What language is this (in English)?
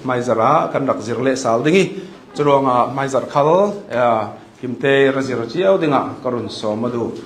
Hakha Chin